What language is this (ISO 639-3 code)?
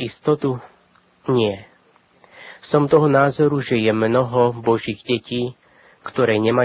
slk